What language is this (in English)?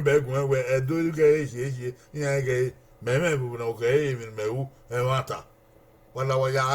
Bini